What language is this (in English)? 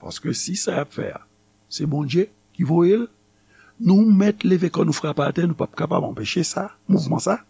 Haitian Creole